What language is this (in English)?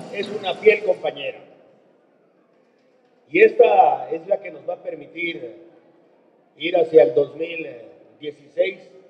Spanish